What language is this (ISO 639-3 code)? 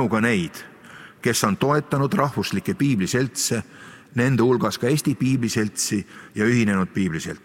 est